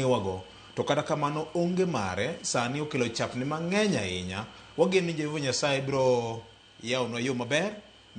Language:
Luo (Kenya and Tanzania)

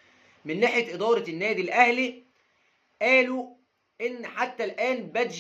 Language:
Egyptian Arabic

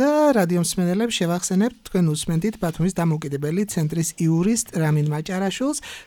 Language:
Georgian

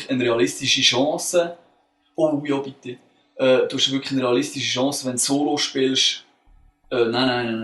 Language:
Swiss German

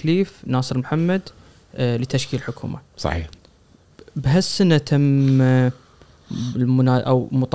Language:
Gulf Arabic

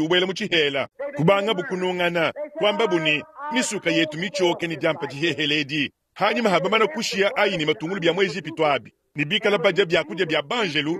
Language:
Luba-Lulua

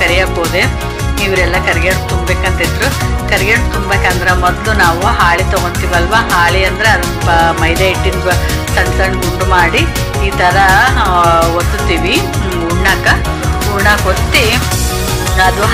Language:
Kannada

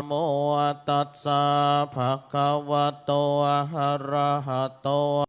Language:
Pali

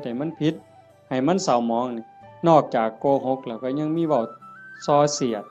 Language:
Northeastern Thai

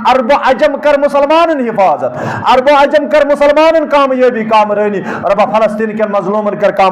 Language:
Kashmiri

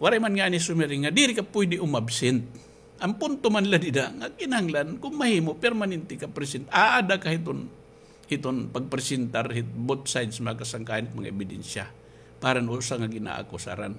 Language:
Waray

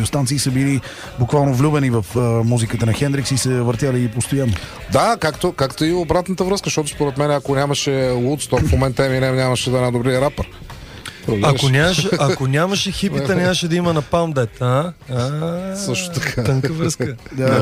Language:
Bulgarian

